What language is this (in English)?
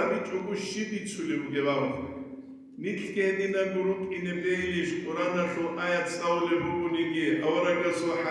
Avaric